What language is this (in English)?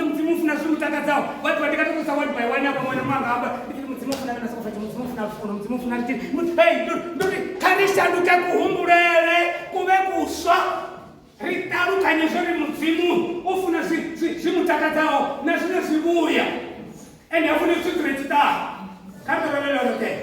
Venda